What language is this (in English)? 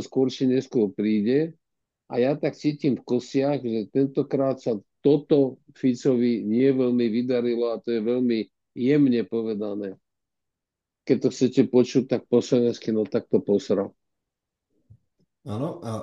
Slovak